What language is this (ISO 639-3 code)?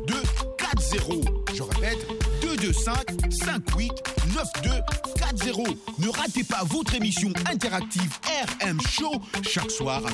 fra